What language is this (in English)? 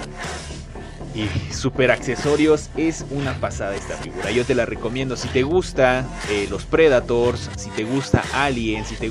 Spanish